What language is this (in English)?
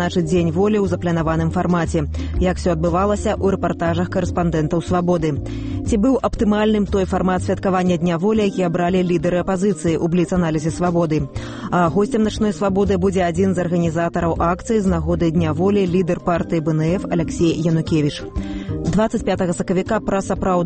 Belarusian